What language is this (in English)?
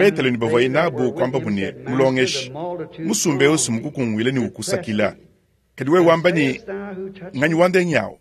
Luba-Lulua